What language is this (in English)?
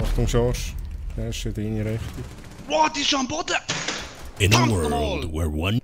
Swiss German